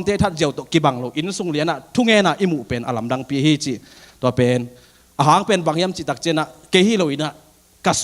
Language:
Tedim Chin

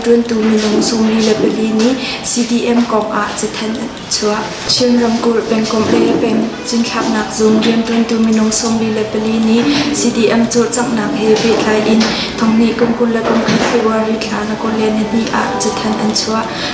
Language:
Hakha Chin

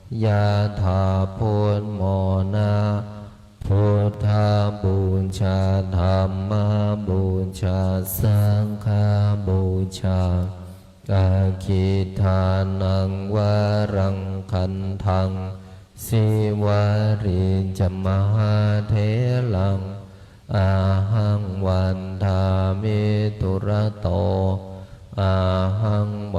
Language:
Pali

